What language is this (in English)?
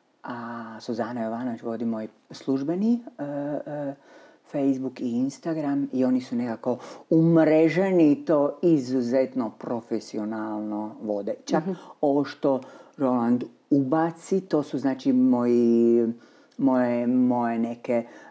Croatian